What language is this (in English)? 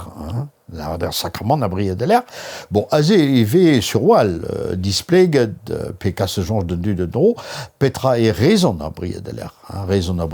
Breton